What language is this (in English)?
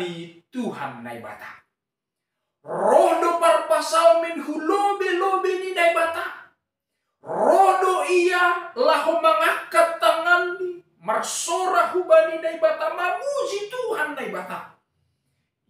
Batak Simalungun